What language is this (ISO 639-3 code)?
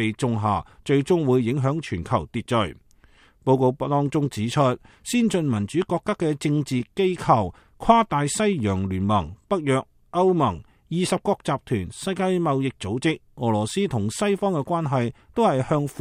yue